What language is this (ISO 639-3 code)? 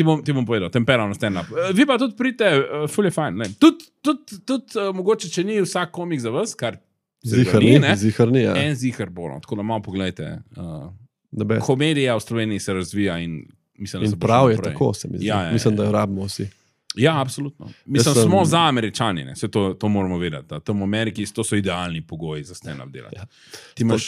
slv